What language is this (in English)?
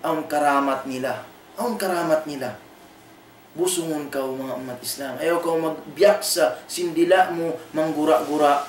Tausug